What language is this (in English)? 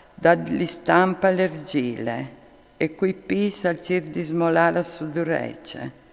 Friulian